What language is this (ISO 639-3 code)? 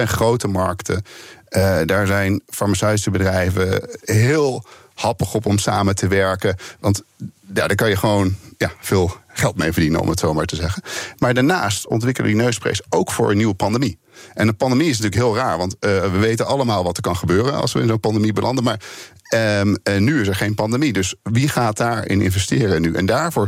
nld